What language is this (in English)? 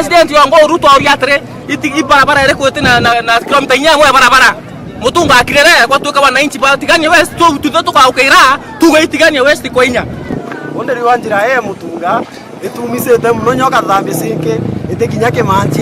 Meru